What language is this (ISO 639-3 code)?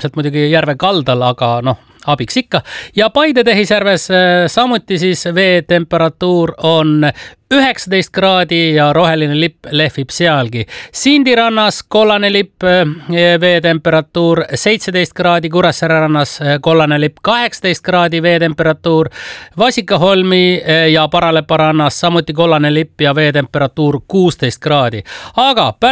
est